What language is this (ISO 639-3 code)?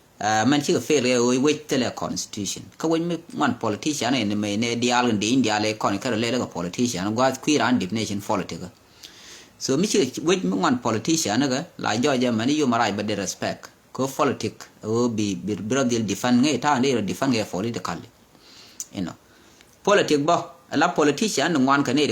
nus